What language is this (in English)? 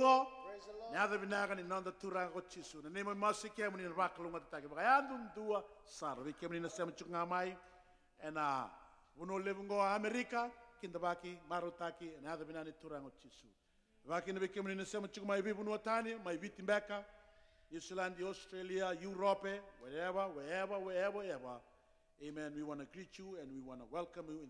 Fijian